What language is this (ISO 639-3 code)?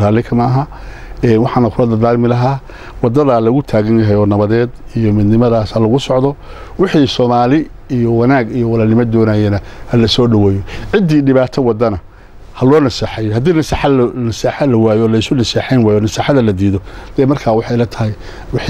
som